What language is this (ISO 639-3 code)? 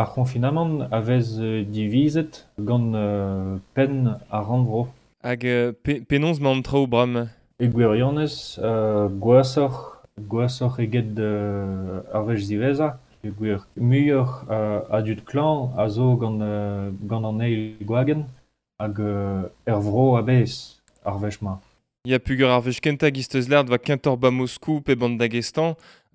bre